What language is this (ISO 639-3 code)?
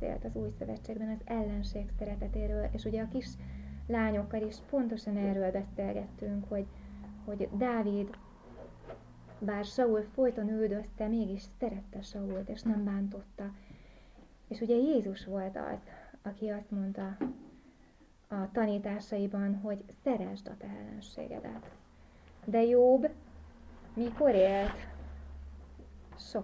hun